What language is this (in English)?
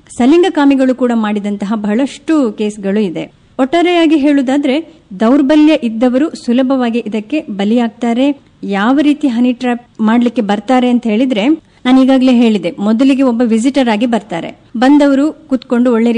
Kannada